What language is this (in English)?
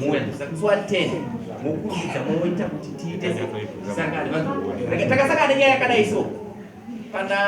Shona